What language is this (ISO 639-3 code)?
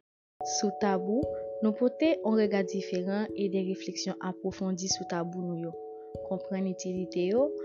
hat